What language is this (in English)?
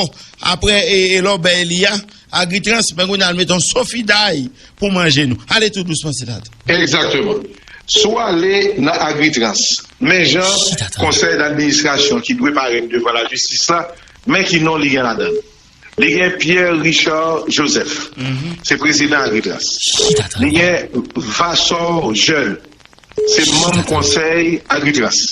Haitian Creole